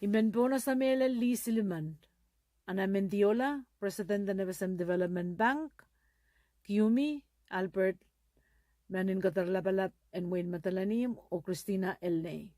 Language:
Pohnpeian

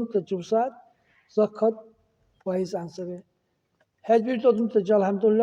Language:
Dargwa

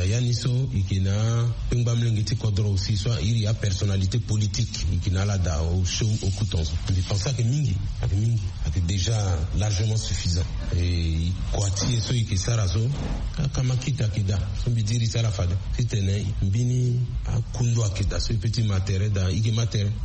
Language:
Sango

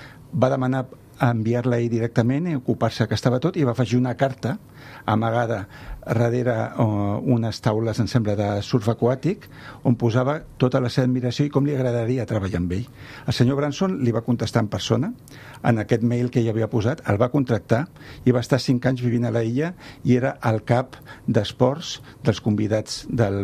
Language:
Catalan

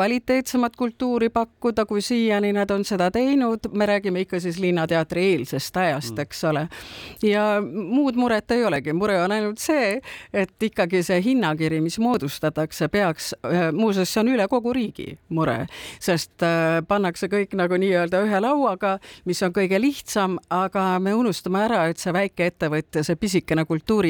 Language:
Estonian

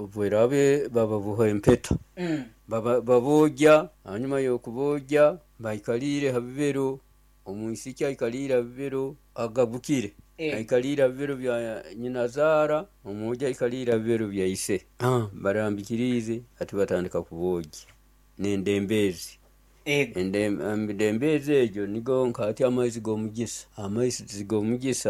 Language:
Nyoro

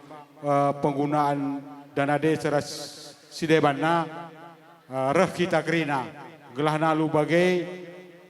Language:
Batak Karo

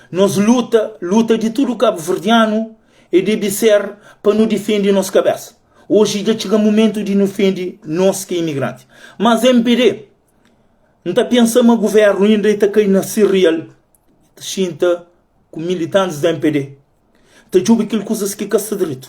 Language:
Kabuverdianu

